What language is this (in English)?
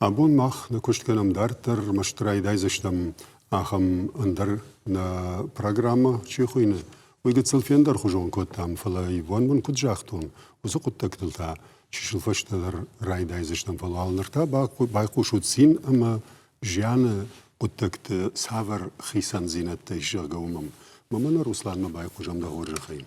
Ossetic